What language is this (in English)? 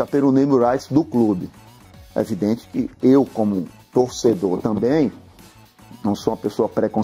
Portuguese